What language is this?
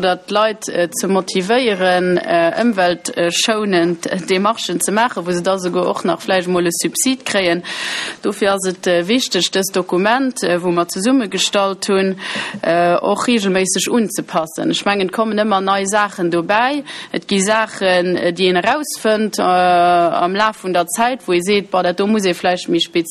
Luxembourgish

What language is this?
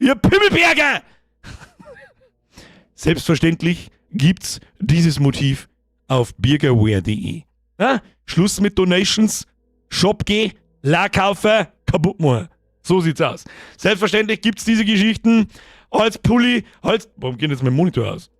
Bavarian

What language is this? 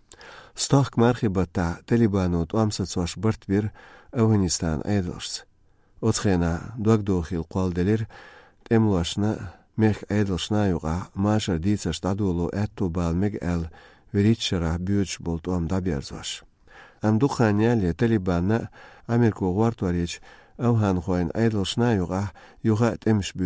Latvian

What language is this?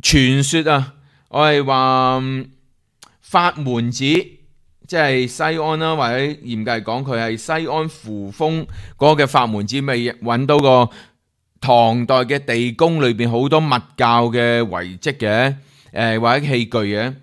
Cantonese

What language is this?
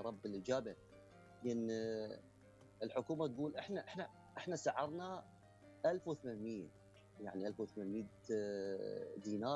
Mesopotamian Arabic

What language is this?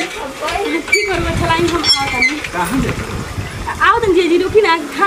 Bhojpuri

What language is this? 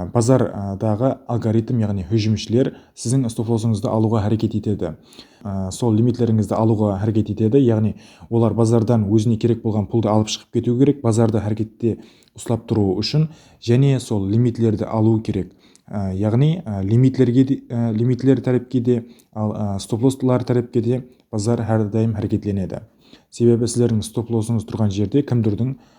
Kara-Kalpak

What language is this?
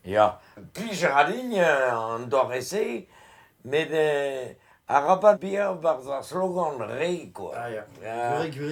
Breton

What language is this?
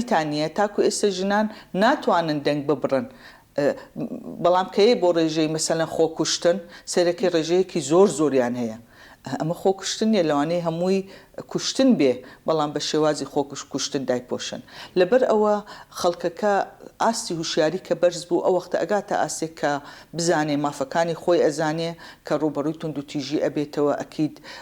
Central Kurdish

